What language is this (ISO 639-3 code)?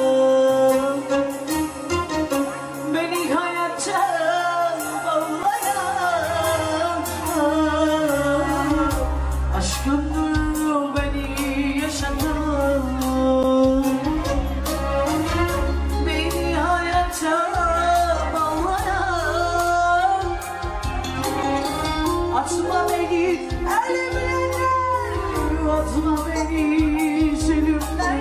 tur